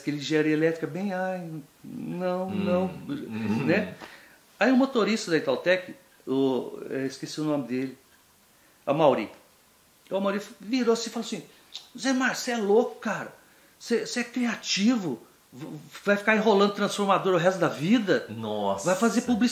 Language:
Portuguese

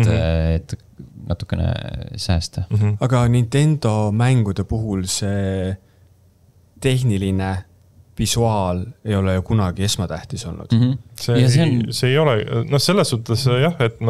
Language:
Estonian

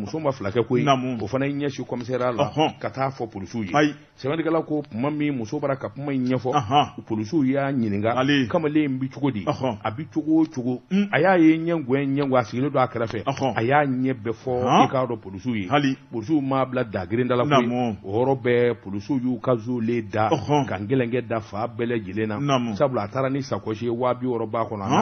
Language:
Bambara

